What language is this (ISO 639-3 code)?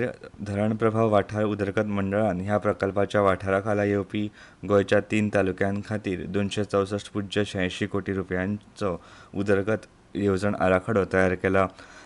kok